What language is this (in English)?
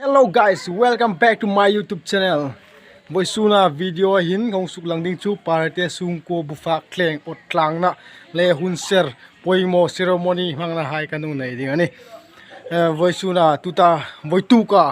Hmar